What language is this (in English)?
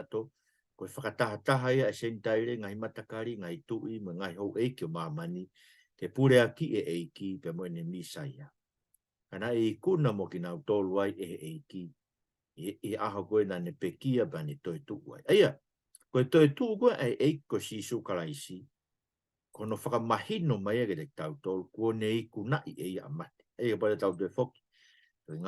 Tongan